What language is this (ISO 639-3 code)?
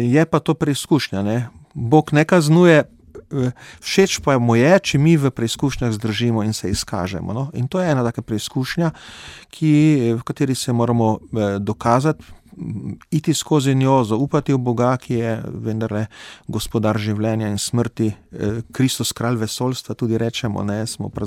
slv